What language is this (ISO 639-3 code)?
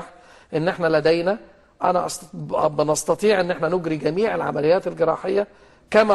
arz